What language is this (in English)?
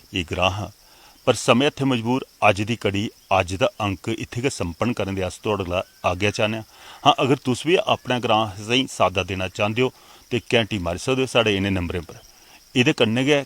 Dogri